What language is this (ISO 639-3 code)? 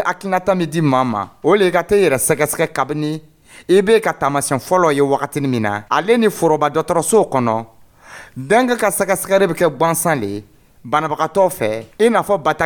dyu